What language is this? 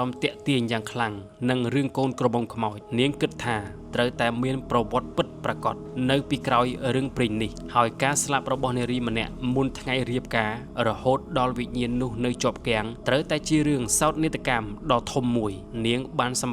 Khmer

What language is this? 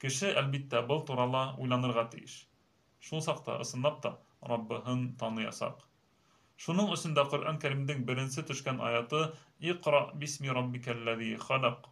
Bashkir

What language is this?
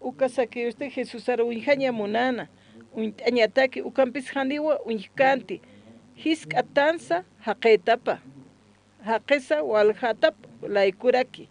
Aymara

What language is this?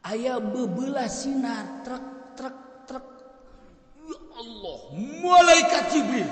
Sundanese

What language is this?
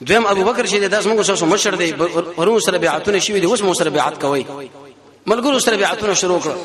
Pashto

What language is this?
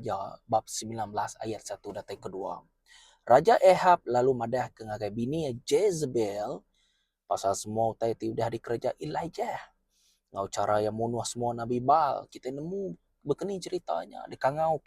Iban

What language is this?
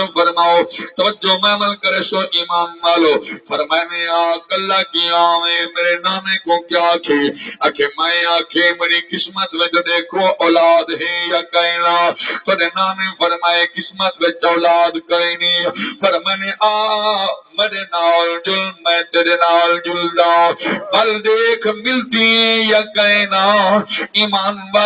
Saraiki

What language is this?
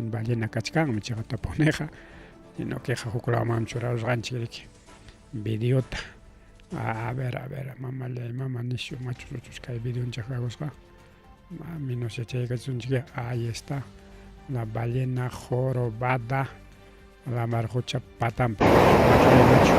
Ayacucho Quechua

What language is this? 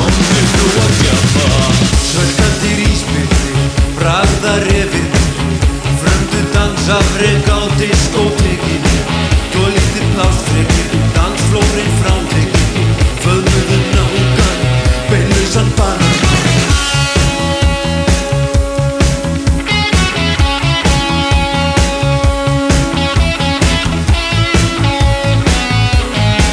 Icelandic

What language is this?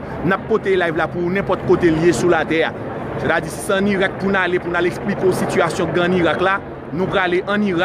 Haitian Creole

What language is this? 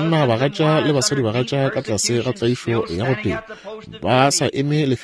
Northern Sotho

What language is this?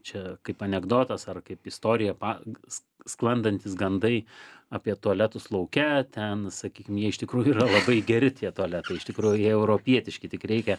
Lithuanian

